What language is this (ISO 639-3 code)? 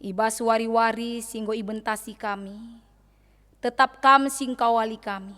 btx